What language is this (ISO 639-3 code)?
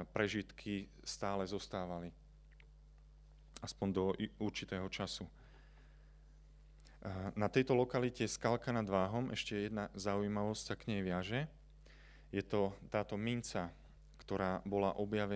slk